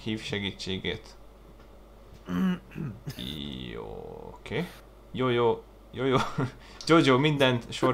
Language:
Hungarian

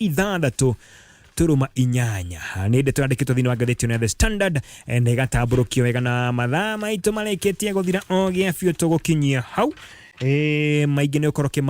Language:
Kikuyu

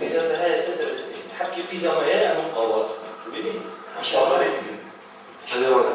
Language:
Kurdish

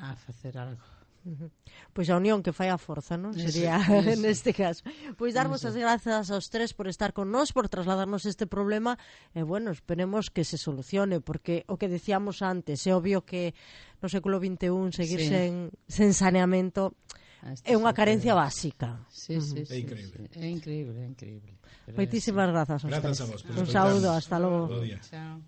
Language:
Galician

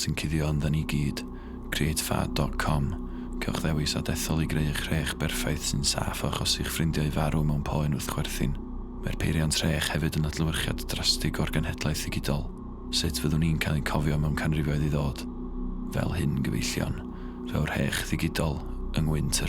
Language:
Welsh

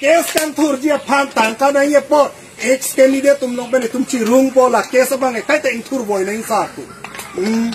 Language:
Karbi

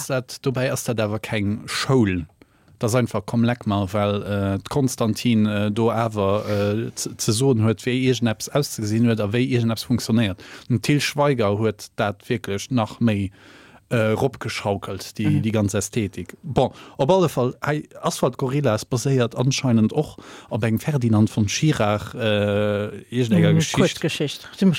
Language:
Luxembourgish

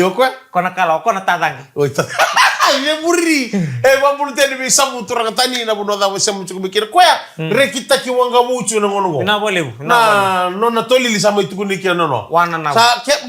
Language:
Fijian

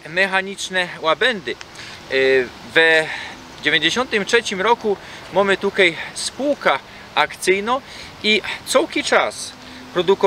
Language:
Silesian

